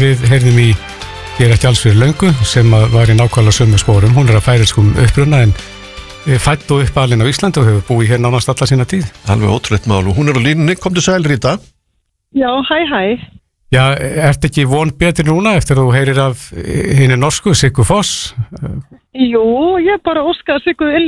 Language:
Icelandic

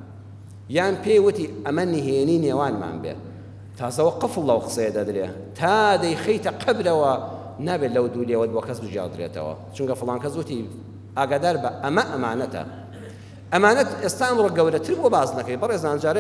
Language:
Central Kurdish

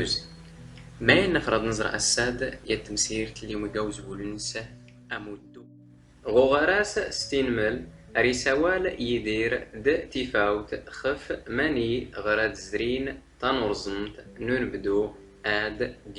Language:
Standard Moroccan Tamazight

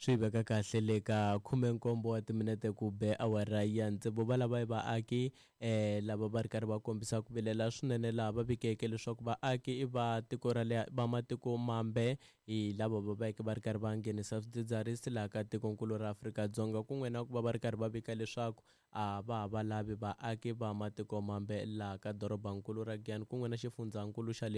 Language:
Tsonga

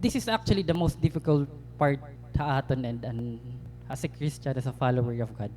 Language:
Waray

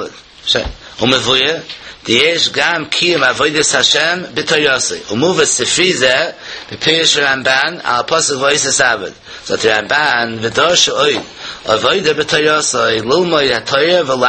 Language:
Yiddish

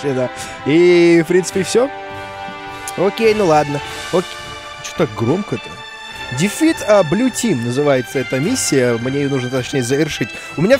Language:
Russian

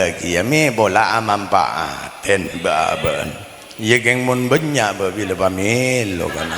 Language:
Madurese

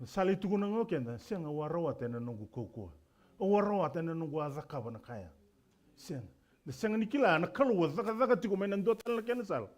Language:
Fijian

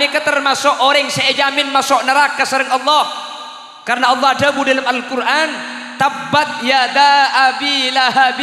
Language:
Madurese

